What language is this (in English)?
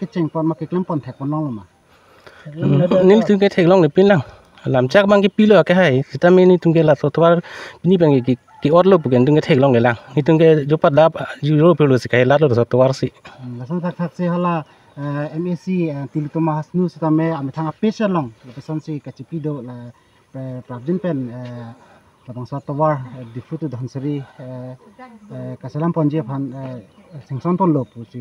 Karbi